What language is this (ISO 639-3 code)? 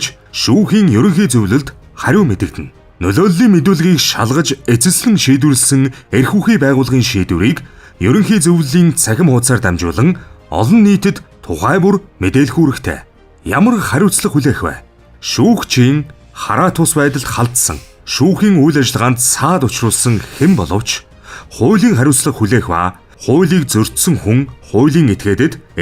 mon